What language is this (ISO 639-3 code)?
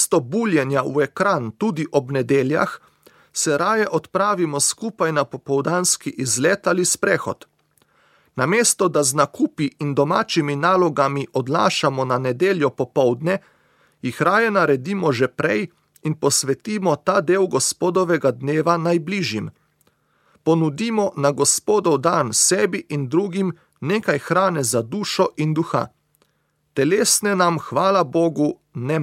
slv